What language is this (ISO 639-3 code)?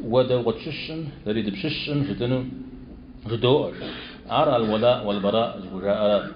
kbd